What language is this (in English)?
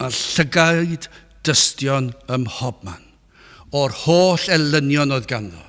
Welsh